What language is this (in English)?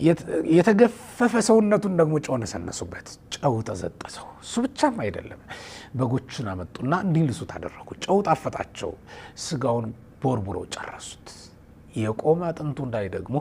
Amharic